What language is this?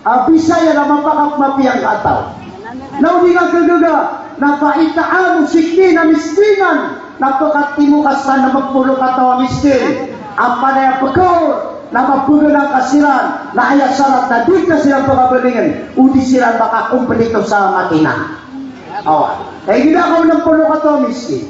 Maranao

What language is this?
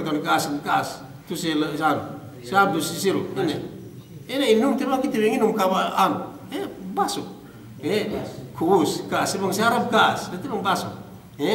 Yakan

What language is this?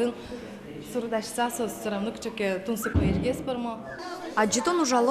Udmurt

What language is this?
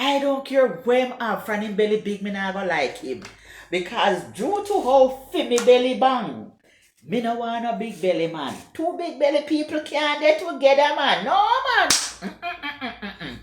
Jamaican Creole English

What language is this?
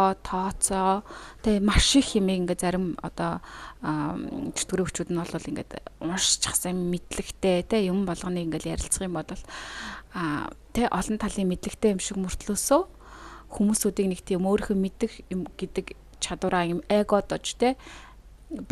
Mongolian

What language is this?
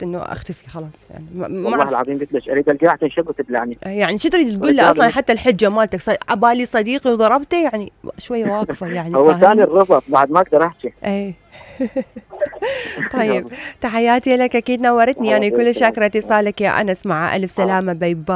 Mesopotamian Arabic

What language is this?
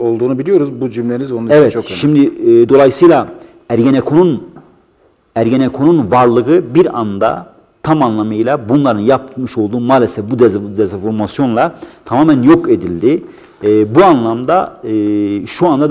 Turkish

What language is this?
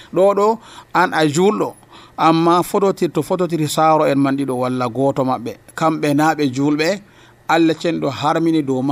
Nigerian Fulfulde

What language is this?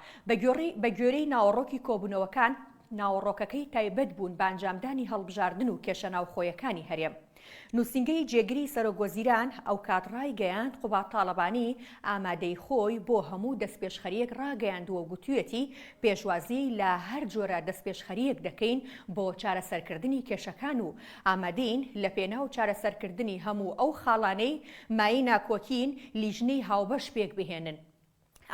Central Kurdish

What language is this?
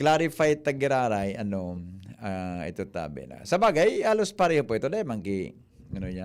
Bikol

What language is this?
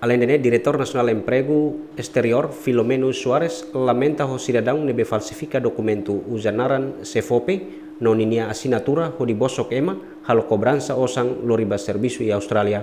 Tetum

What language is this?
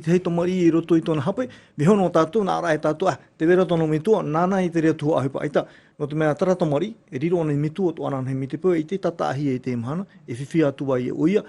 Tahitian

